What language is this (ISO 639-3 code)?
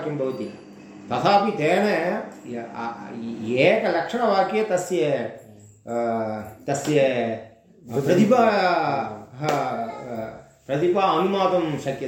san